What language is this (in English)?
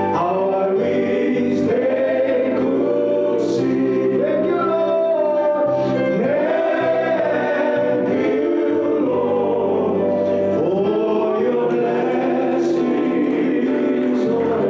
Fijian